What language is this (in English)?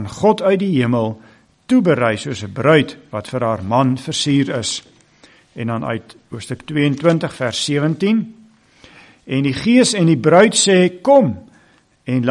Afrikaans